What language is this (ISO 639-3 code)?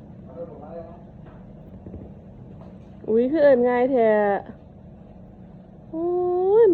lao